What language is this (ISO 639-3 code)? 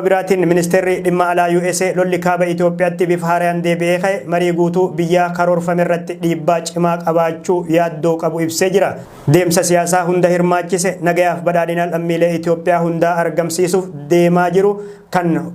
orm